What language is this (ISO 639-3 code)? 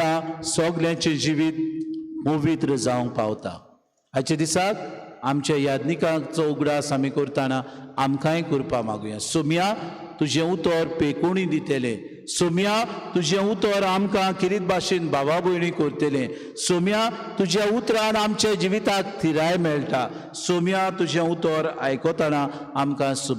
kok